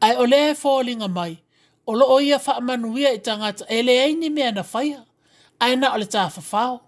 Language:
Samoan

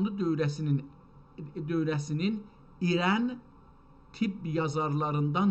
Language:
South Azerbaijani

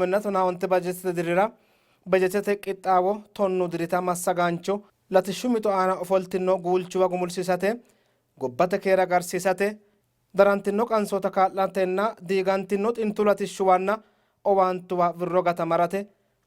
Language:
Sidamo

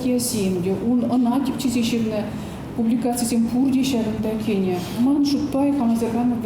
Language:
Chuvash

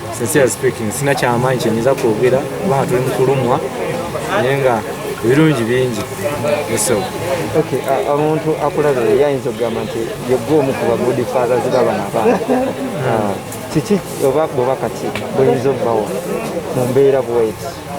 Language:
Ganda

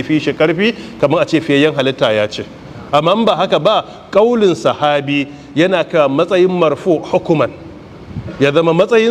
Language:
Hausa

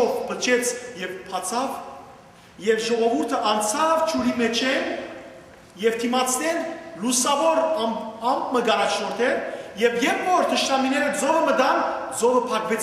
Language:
Western Armenian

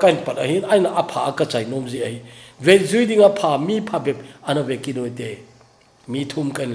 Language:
Thado Chin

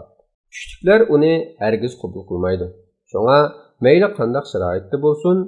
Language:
Uyghur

